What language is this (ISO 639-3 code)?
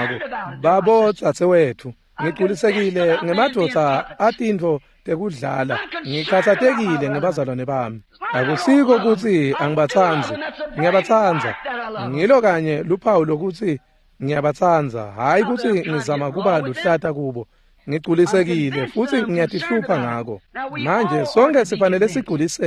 ssw